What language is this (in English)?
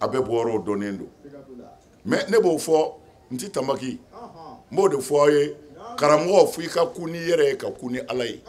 Bambara